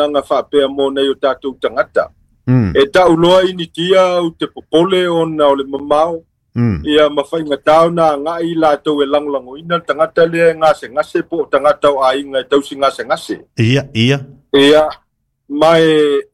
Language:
Samoan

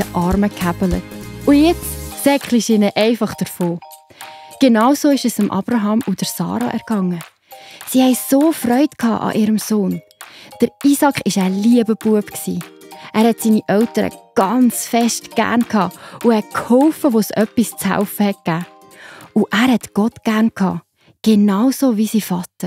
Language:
Swiss German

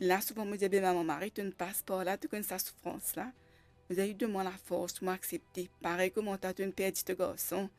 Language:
Morisyen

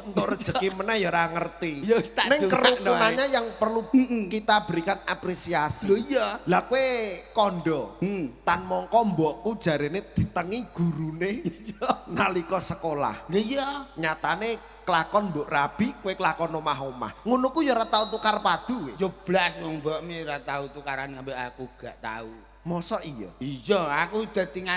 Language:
Javanese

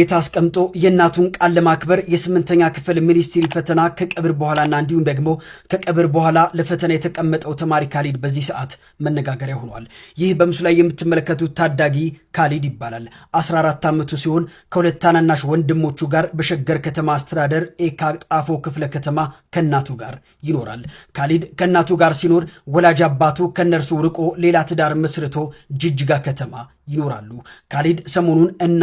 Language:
Amharic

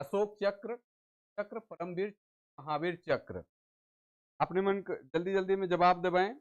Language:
Sadri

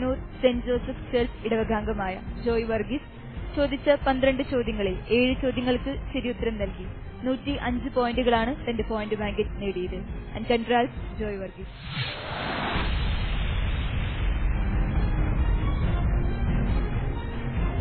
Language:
Malayalam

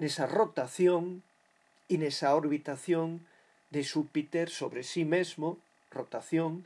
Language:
Galician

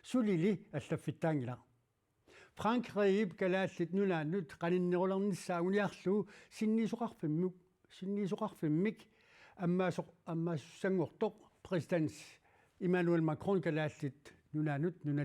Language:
Kalaallisut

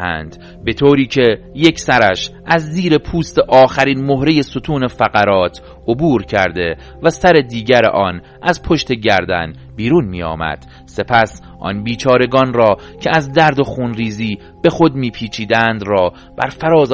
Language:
Persian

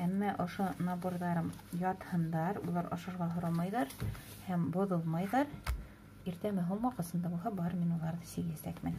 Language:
Bashkir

